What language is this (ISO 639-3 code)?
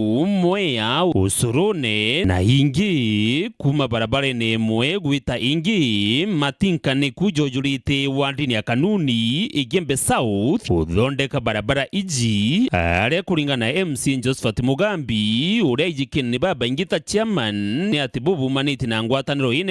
mer